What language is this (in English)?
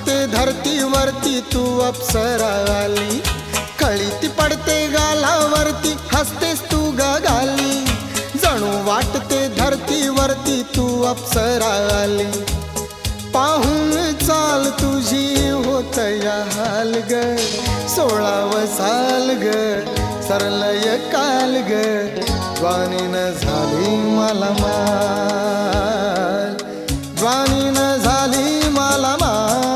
Marathi